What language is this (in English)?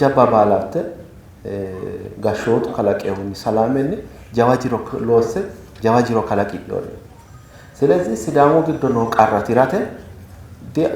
Sidamo